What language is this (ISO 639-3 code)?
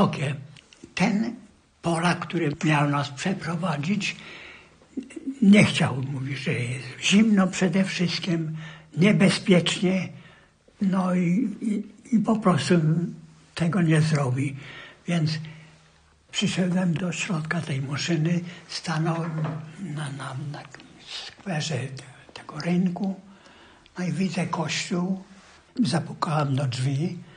pol